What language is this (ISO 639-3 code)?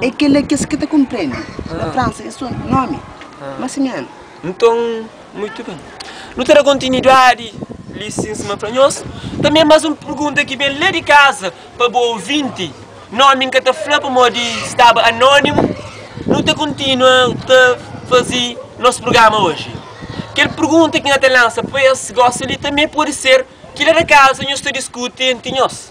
kea